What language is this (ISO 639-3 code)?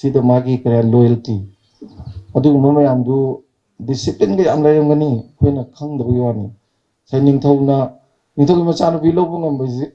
mni